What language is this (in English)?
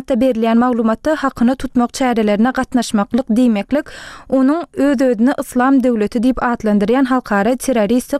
Turkmen